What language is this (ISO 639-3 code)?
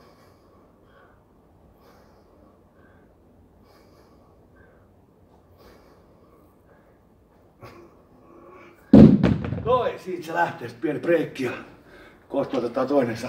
fin